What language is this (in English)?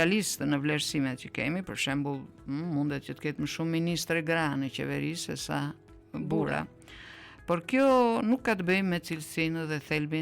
Albanian